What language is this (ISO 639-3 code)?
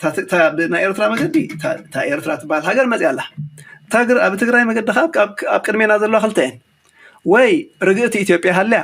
tir